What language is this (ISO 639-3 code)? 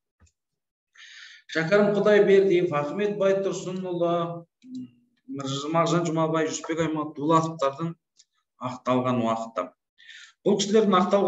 kaz